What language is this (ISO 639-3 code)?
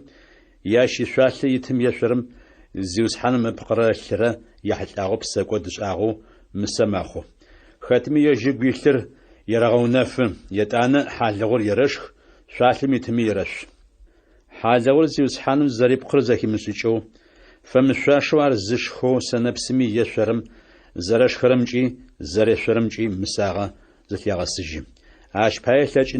ady